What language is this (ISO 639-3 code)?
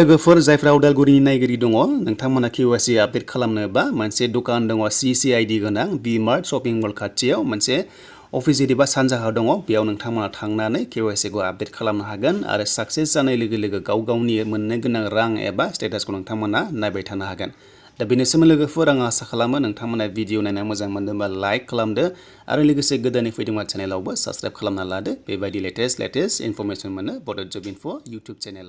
brx